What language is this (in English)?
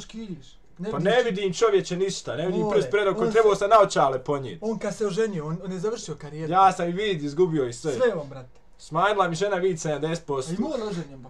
Bosnian